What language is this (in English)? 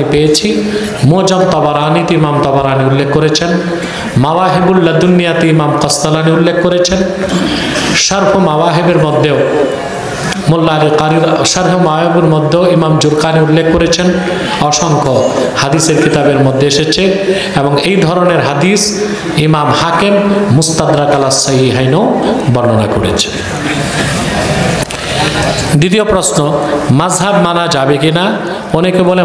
Bangla